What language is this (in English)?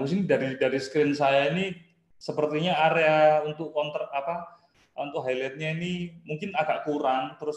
Indonesian